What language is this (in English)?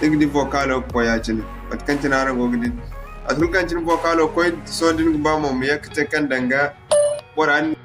Zarma